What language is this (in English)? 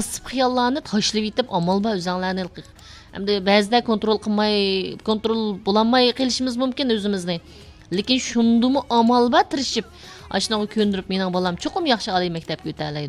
Uyghur